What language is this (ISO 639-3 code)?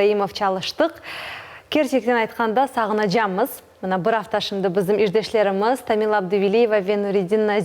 crh